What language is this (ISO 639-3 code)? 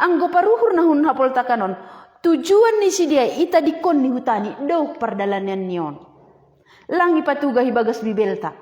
bts